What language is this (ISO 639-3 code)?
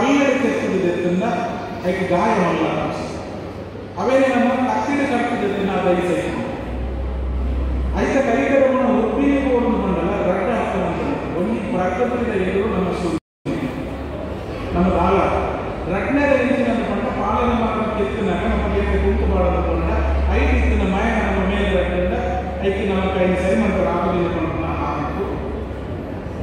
tcy